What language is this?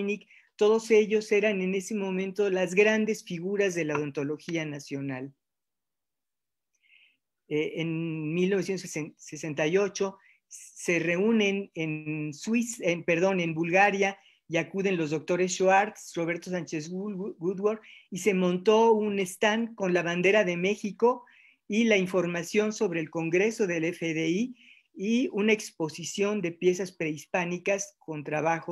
Spanish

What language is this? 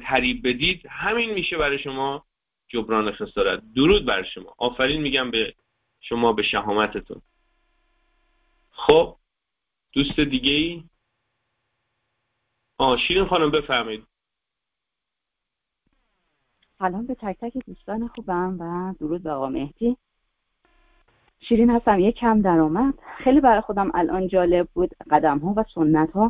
Persian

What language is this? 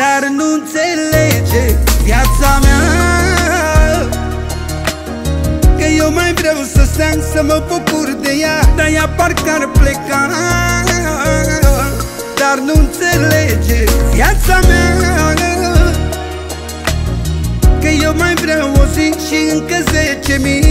Romanian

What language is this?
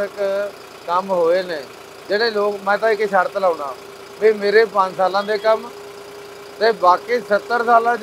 Punjabi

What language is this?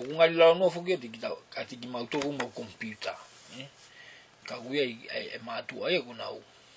Tongan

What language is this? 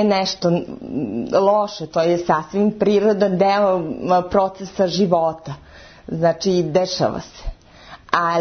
Serbian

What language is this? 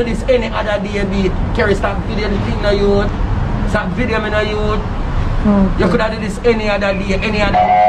Jamaican Creole English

